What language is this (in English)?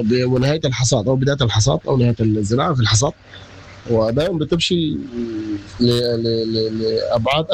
Sudanese Arabic